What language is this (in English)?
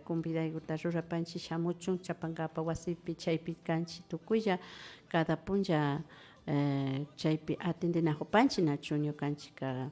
Imbabura Highland Quichua